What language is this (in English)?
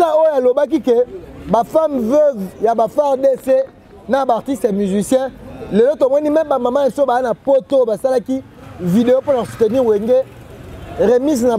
Lingala